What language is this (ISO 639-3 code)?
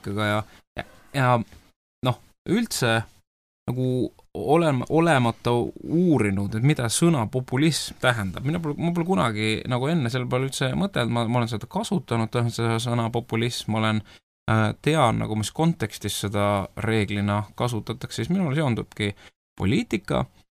est